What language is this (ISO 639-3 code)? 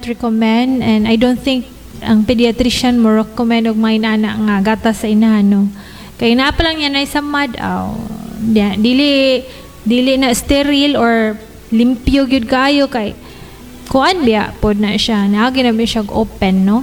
ceb